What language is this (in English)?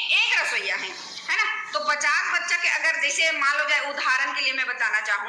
Chhattisgarhi